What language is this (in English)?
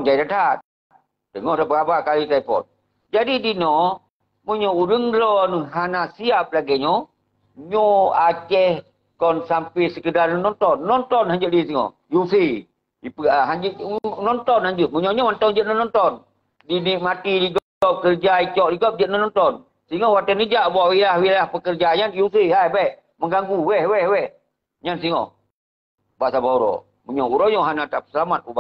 Achinese